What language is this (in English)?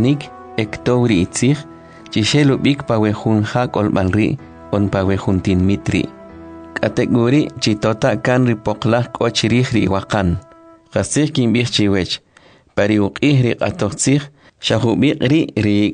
Kʼicheʼ